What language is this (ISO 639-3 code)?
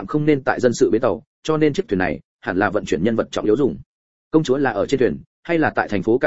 vie